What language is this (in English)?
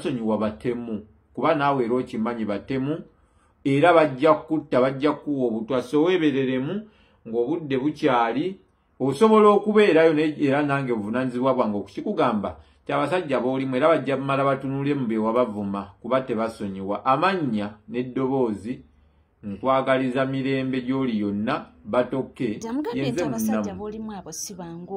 Ganda